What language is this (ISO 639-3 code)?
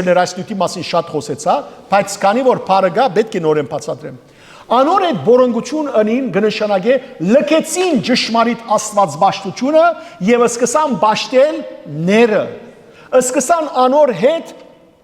hyw